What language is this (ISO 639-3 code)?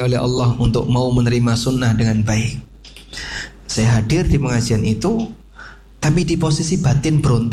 ind